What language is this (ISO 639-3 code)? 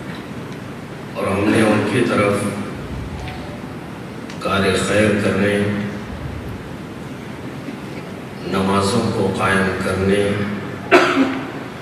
urd